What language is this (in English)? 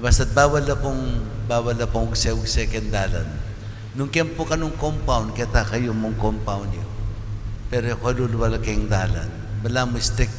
Pampanga